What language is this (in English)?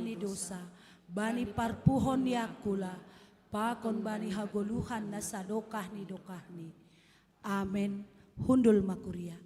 Batak Simalungun